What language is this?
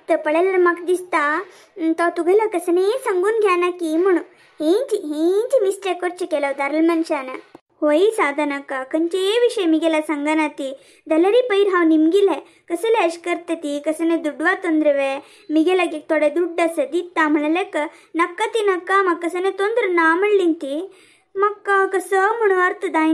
Konkani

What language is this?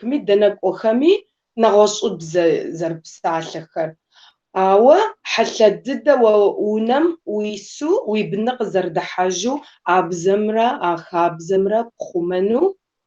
Kabardian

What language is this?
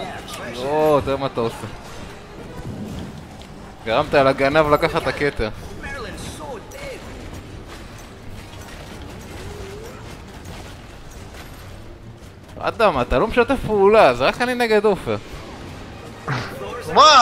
Hebrew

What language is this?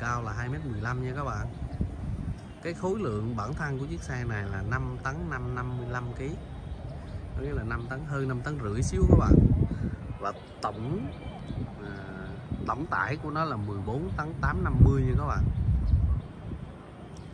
Vietnamese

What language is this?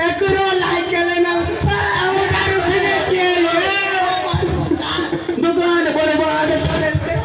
Maithili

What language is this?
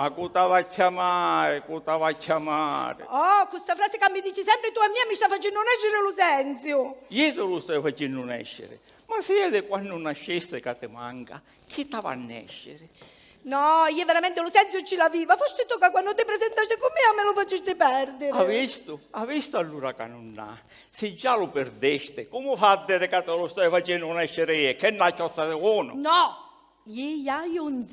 Sicilian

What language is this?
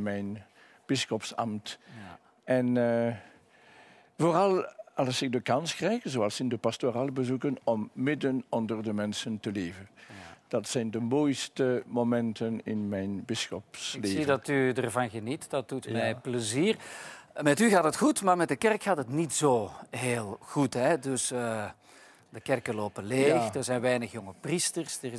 Dutch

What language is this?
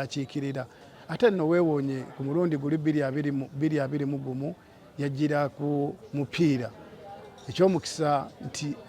Ganda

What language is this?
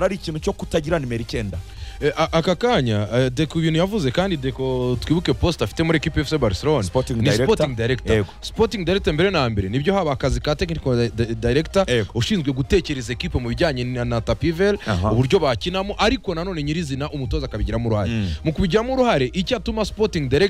Kinyarwanda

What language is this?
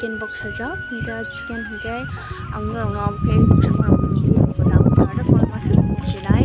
Kok Borok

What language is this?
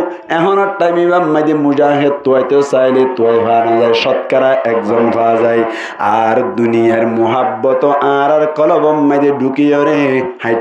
Rohingya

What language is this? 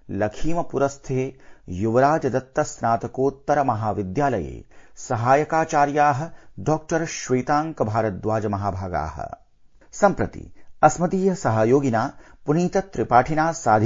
Sanskrit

